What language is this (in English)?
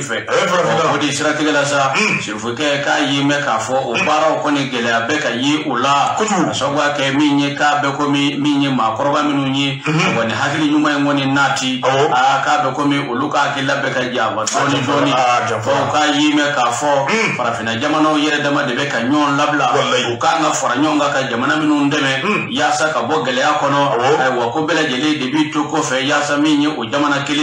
Bambara